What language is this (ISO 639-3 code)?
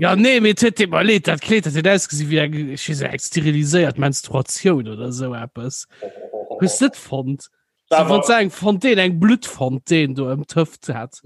ltz